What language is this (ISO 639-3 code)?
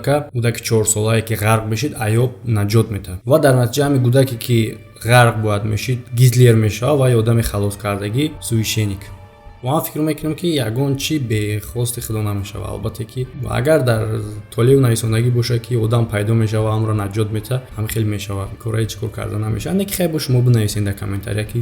tgk